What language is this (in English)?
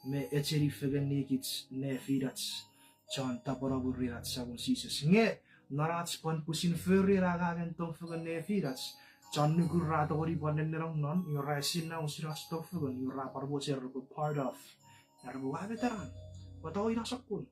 Chuukese